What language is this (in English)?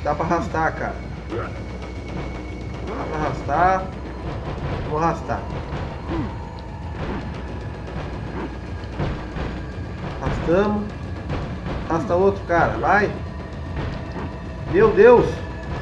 Portuguese